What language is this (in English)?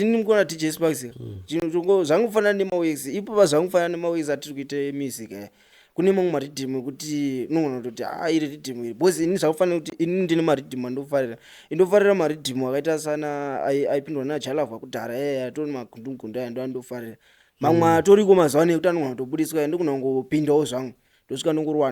Shona